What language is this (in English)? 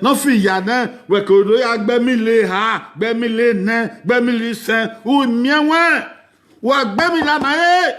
Bini